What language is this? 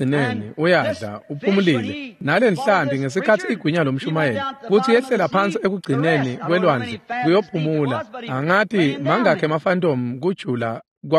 Swati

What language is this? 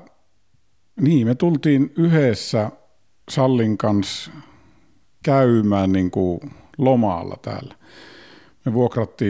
Finnish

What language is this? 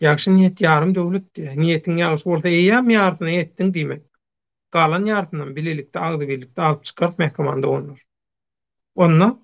Turkmen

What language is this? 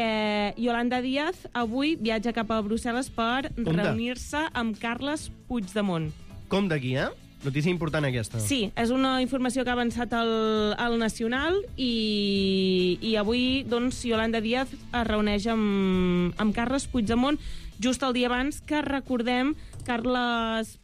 Catalan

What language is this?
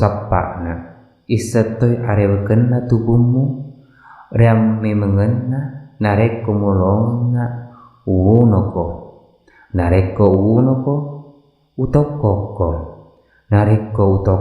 Buginese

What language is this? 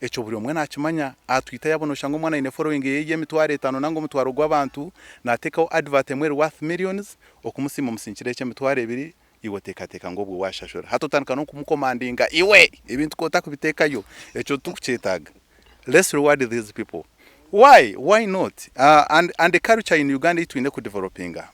Nyankole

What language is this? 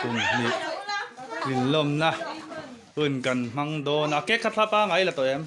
Mizo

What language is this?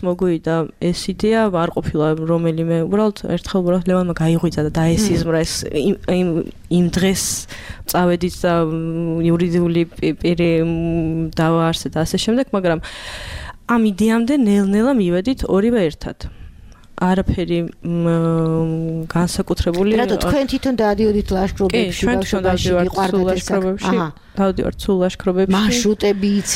Georgian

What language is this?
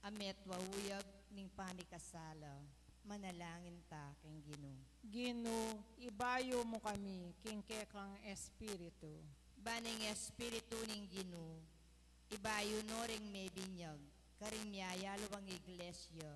Pampanga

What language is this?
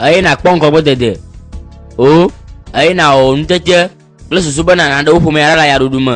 Gen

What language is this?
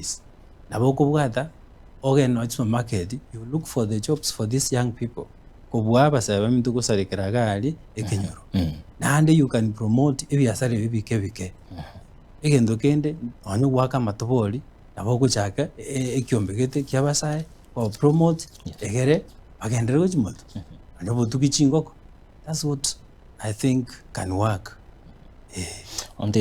Gusii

